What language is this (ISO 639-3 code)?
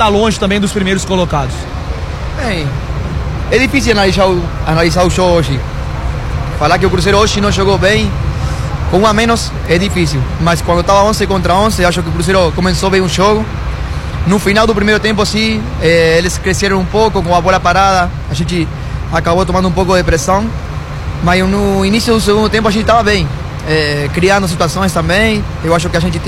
por